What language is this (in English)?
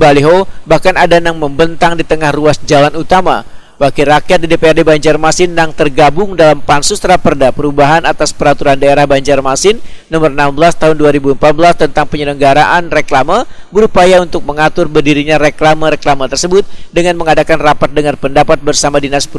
Banjar